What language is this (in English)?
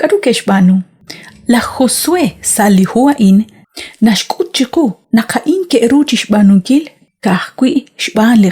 Kekchí